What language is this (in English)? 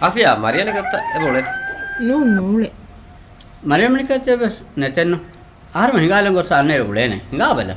Divehi